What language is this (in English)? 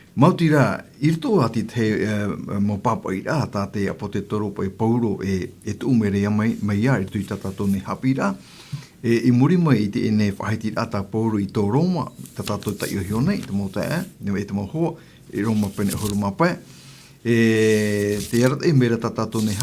Tahitian